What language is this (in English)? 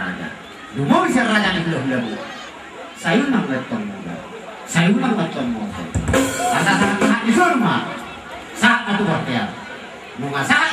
Batak Toba